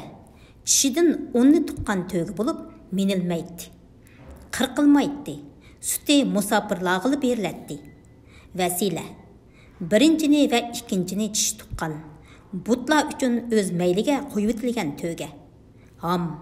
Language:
Uyghur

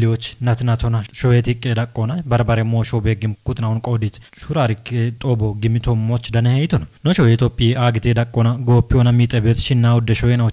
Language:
Kafa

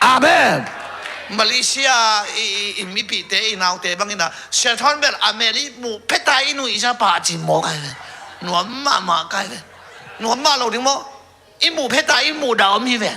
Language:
Tedim Chin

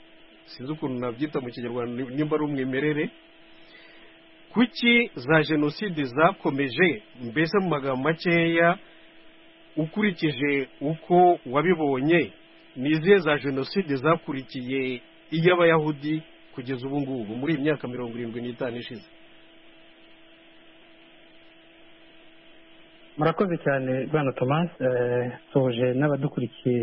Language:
Kinyarwanda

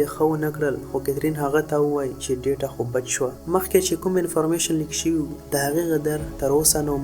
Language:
Pashto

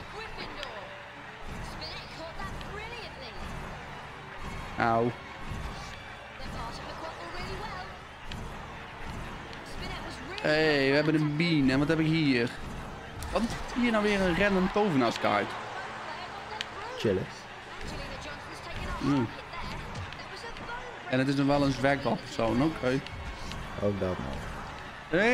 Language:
Dutch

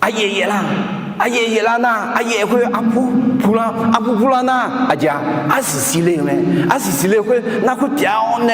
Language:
Akha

